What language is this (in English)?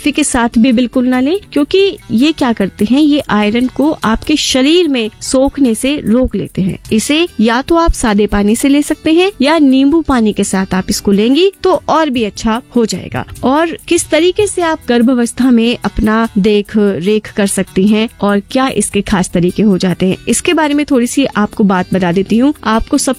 Hindi